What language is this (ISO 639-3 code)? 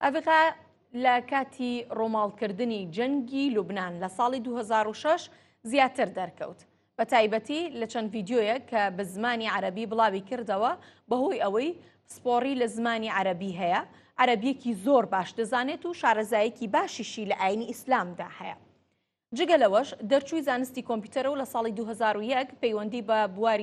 ckb